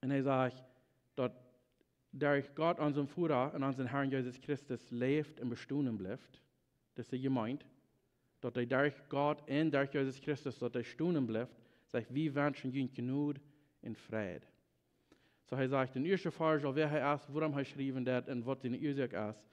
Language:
Plautdietsch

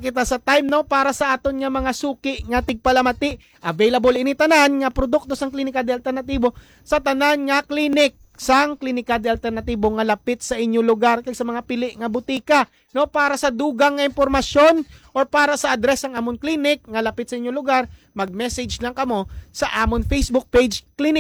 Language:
Hiligaynon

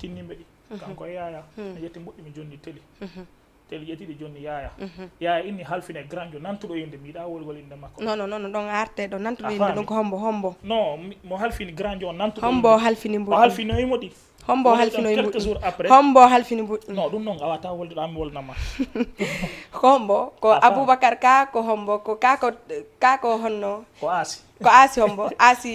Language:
Fula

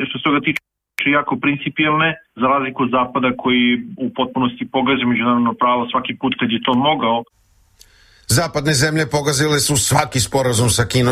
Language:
Serbian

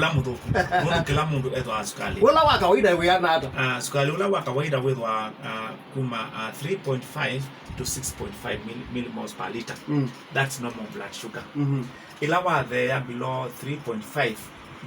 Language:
Kamba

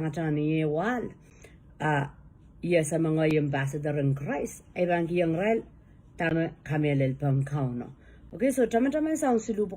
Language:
Pohnpeian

